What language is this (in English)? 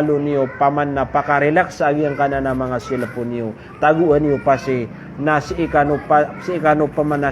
Maranao